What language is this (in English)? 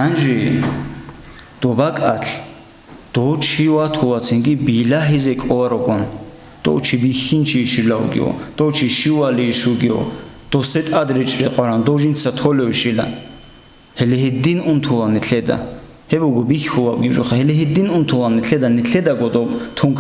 Avaric